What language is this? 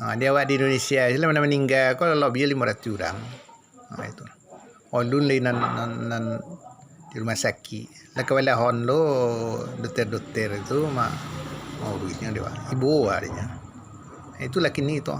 Minangkabau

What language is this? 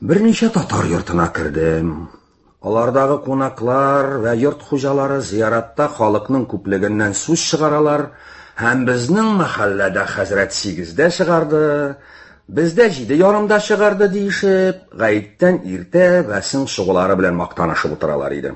Tatar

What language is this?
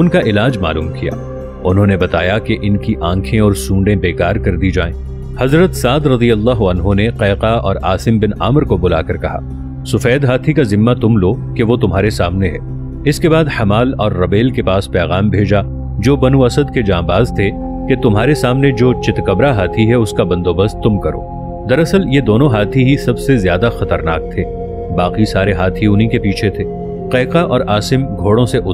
Urdu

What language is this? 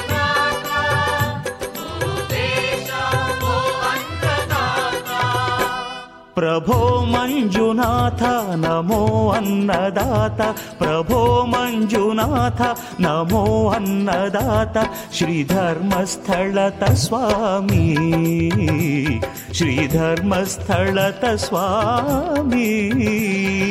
Kannada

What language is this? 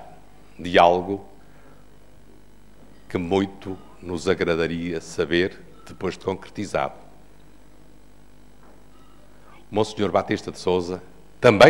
Portuguese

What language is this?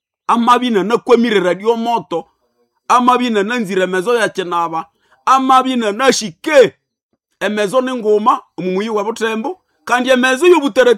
Nande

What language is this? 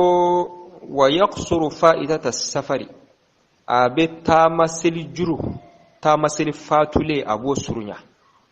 Bambara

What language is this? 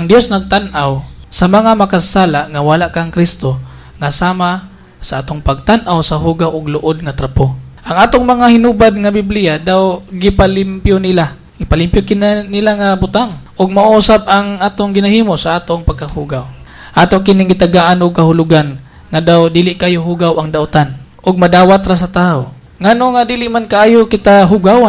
Cebuano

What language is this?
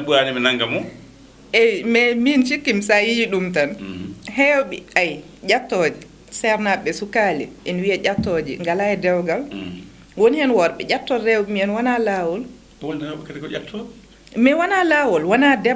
Fula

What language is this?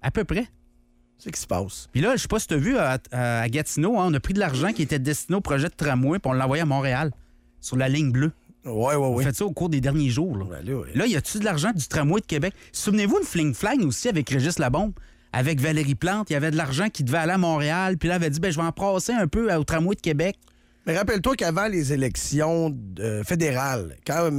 French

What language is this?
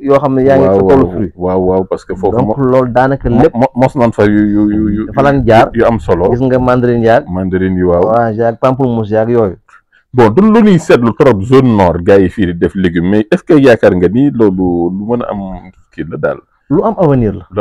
Wolof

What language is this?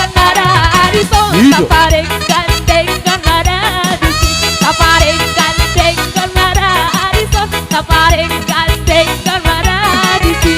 Batak Toba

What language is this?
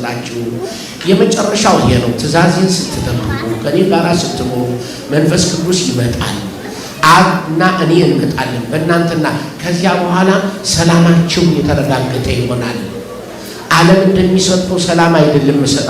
Amharic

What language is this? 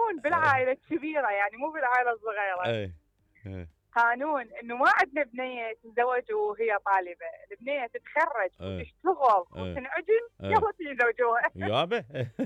Mesopotamian Arabic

